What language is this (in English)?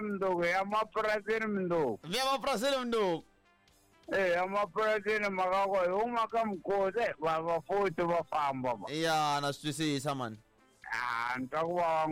Tsonga